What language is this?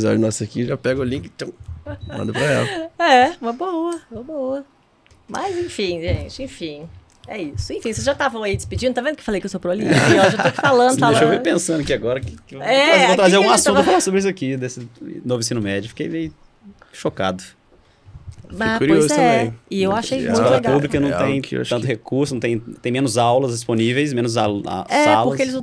Portuguese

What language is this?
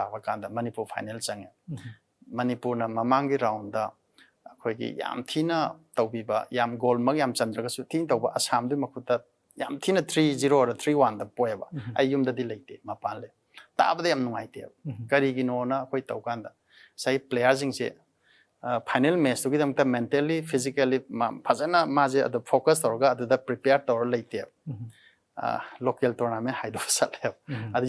Manipuri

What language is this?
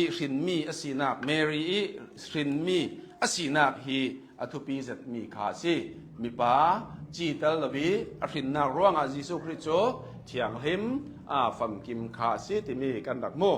Hakha Chin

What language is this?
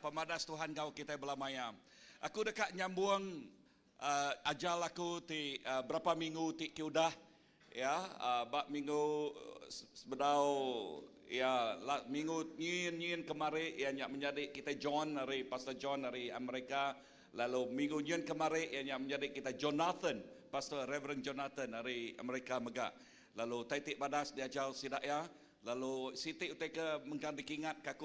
Iban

